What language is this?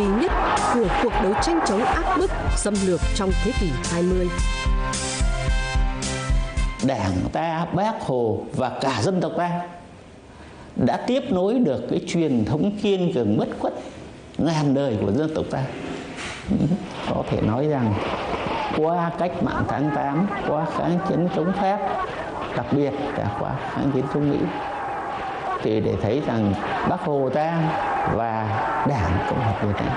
Vietnamese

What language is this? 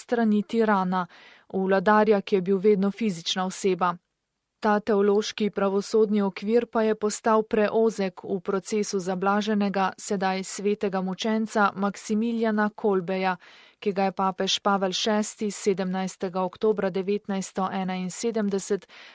Slovenian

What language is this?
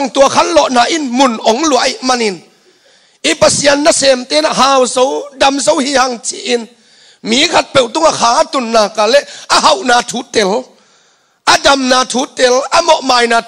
Tedim Chin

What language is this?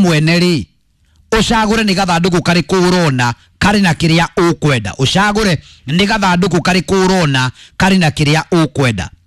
Kikuyu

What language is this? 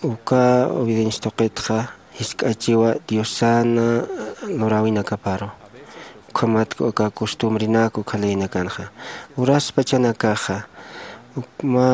Aymara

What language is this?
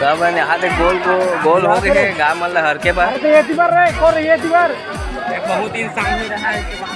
Chhattisgarhi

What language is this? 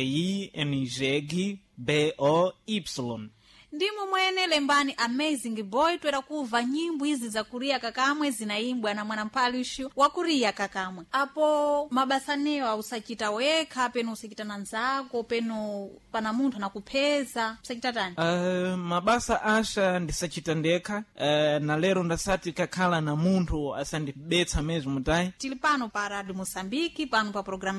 Sena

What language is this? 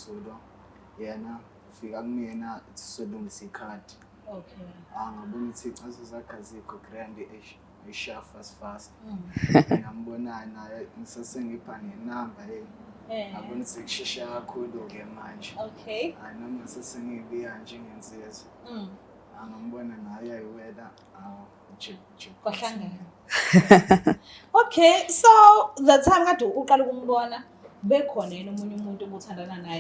Zulu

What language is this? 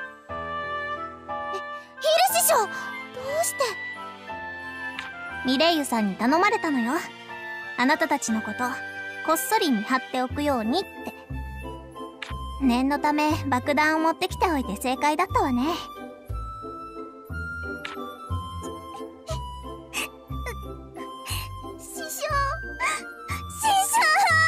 Japanese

